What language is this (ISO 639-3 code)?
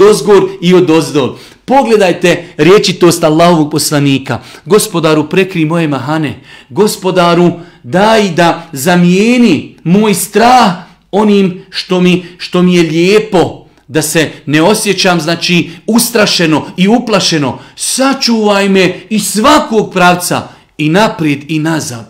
bos